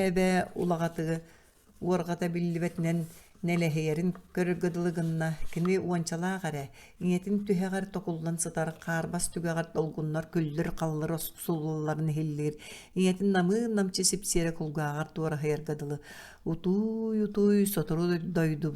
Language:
Yakut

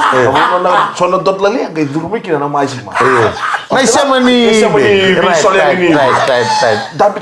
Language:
Fijian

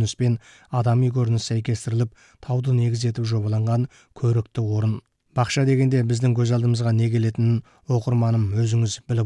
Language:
Kazakh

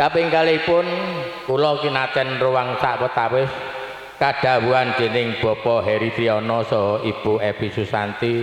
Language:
Javanese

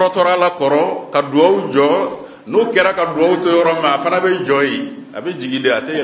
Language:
Bambara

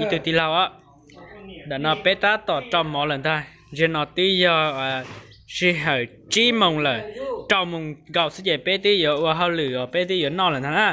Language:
Hmong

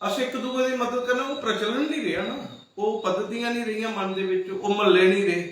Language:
Dogri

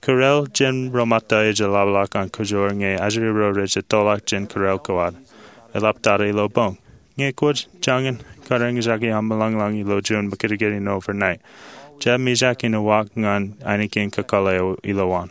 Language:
Marshallese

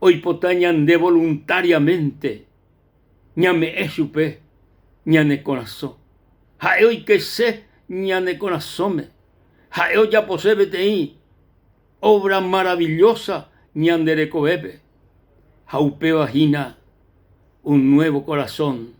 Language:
Guarani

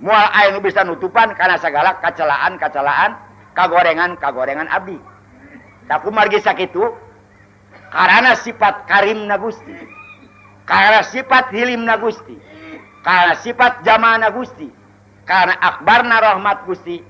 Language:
Sundanese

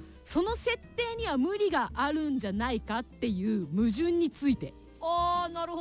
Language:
Japanese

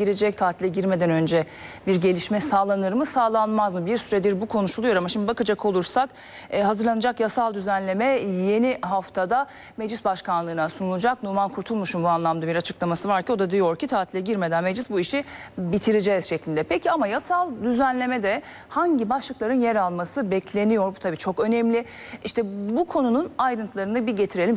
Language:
Turkish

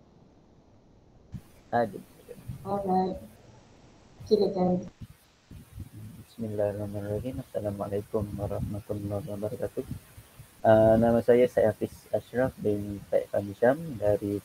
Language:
Malay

